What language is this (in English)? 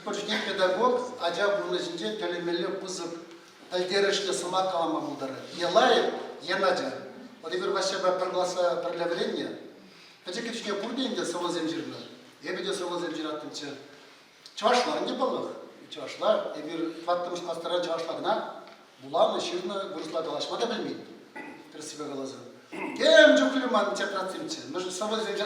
Chuvash